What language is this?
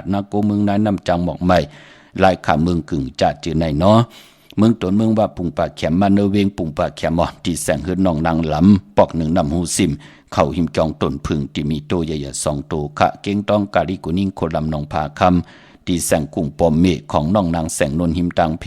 Shan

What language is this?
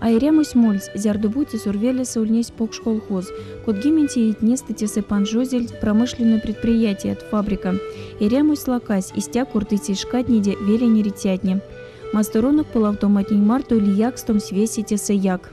Erzya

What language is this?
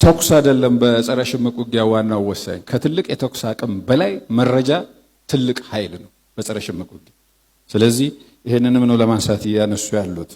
Amharic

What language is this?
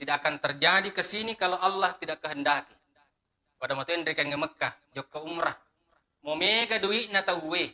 Buginese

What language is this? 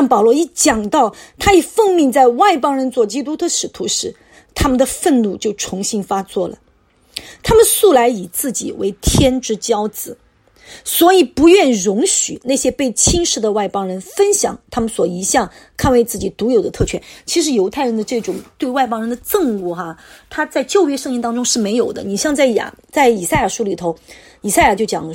Chinese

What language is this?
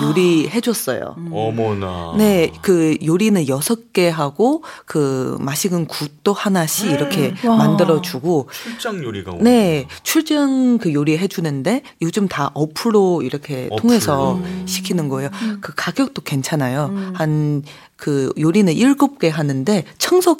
Korean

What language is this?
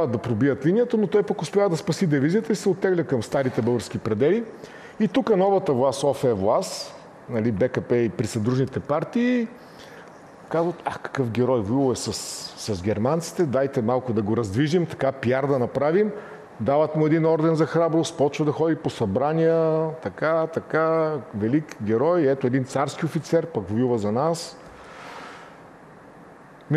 Bulgarian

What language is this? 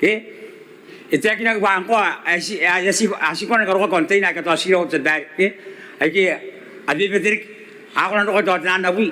Gilbertese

